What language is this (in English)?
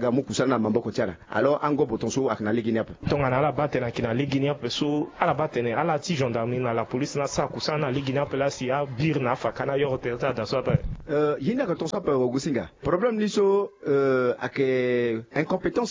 Sango